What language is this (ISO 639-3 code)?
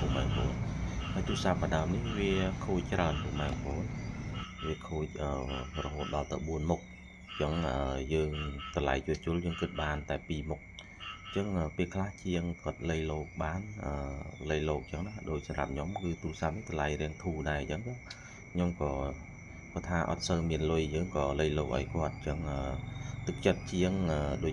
khm